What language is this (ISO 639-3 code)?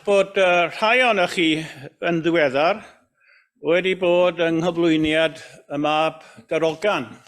cym